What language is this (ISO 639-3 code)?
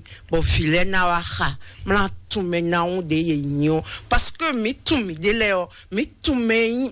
fon